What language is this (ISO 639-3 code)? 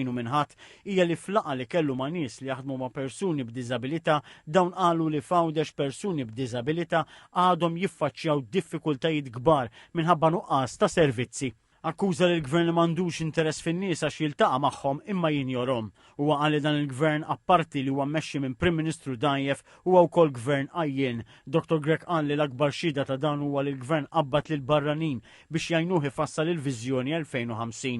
mlt